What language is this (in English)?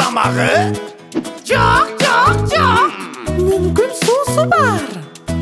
Kyrgyz